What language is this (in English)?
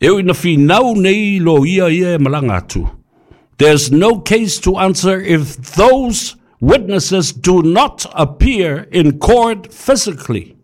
Samoan